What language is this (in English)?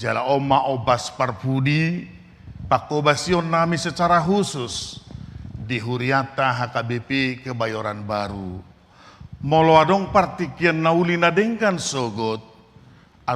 Batak Toba